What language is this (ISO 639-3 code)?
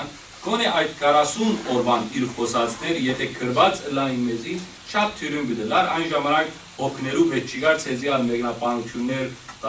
hyw